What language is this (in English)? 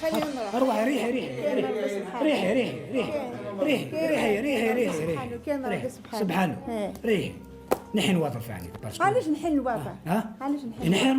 Algerian Arabic